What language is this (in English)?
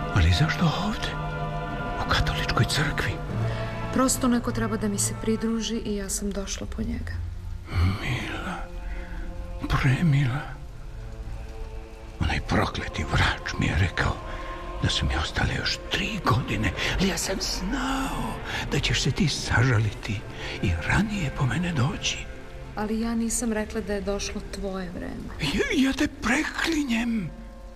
Serbian